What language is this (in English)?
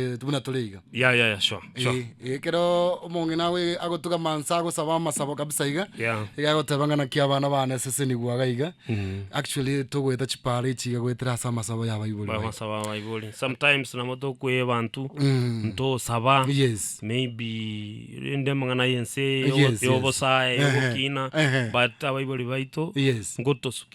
Gusii